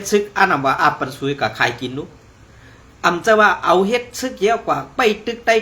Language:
Shan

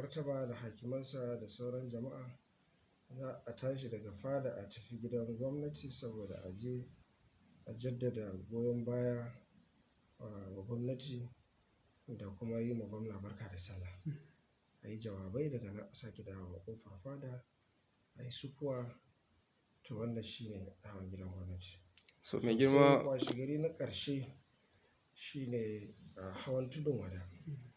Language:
Hausa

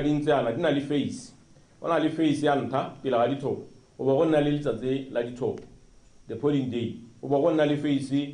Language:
Tswana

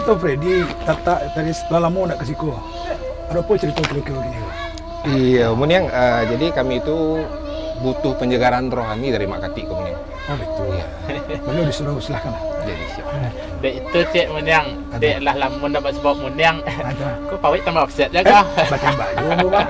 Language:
Minangkabau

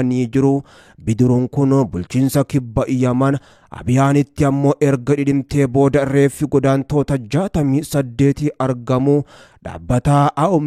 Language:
Oromo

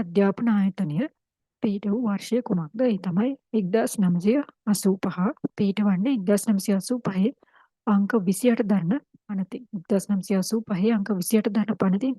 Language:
Sinhala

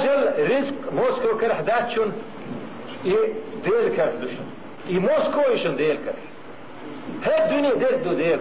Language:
Chechen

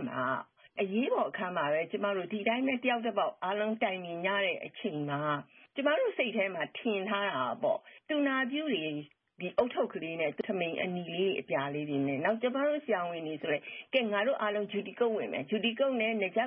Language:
Burmese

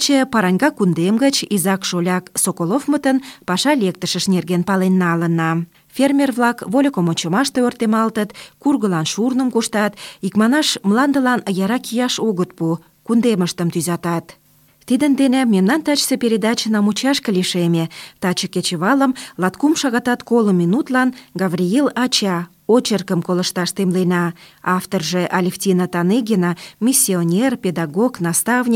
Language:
Mari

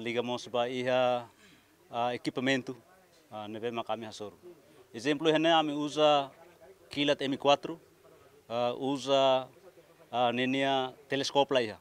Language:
Tetum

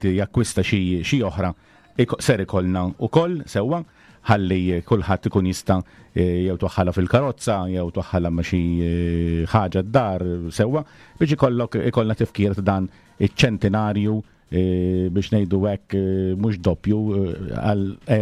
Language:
Maltese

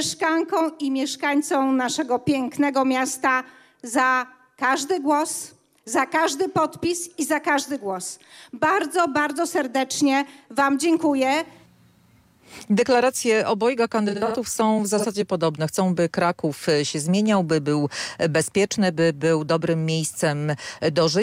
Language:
Polish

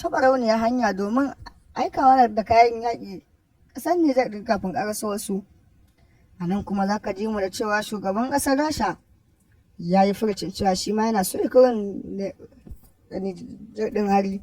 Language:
Hausa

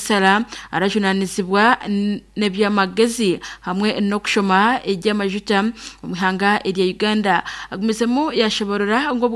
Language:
Nyankole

